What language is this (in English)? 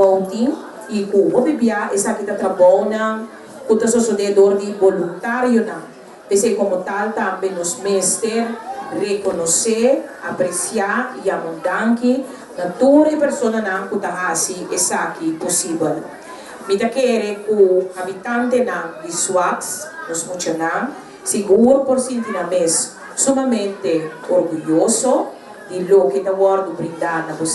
Papiamento